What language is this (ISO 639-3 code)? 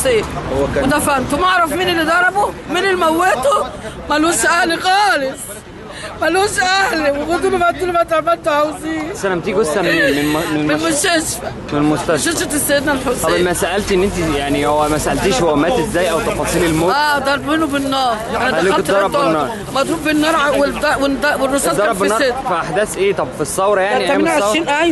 arz